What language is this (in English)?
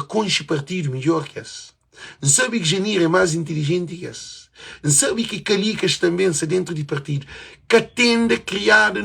Kabuverdianu